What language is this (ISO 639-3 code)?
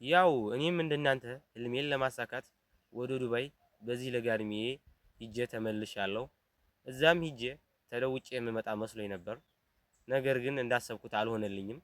amh